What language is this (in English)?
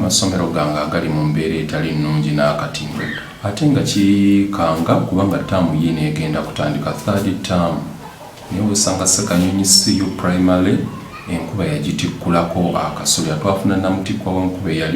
Ganda